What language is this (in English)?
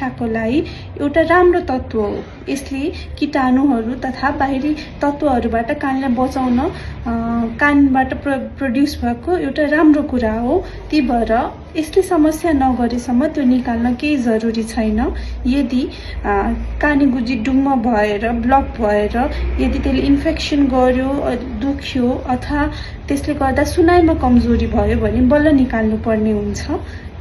Nepali